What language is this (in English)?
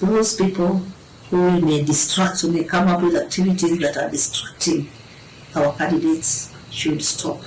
Kamba